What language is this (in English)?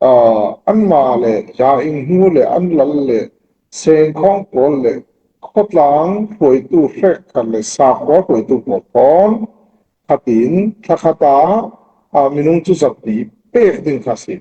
Falam Chin